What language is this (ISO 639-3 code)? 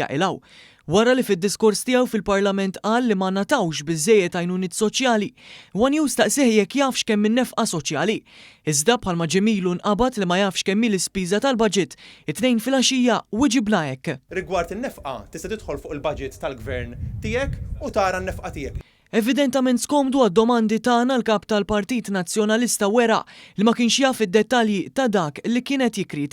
mlt